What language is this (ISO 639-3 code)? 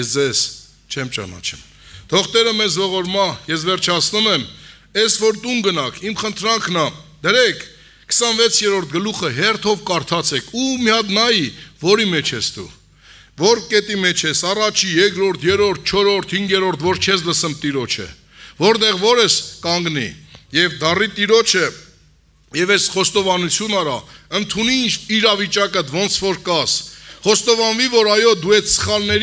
hye